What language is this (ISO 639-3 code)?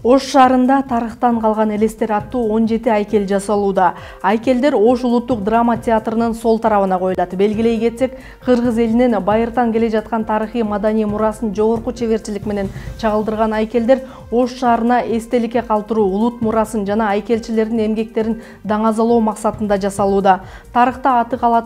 kir